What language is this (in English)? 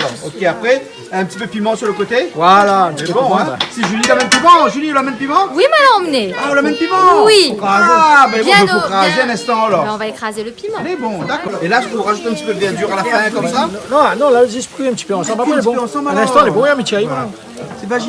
Réunion Creole French